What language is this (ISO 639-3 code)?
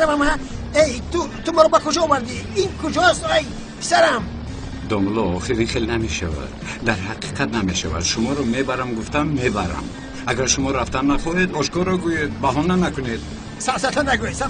tgk